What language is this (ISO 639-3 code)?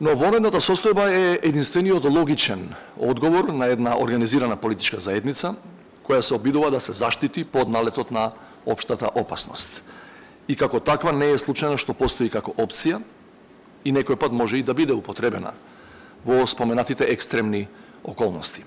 mkd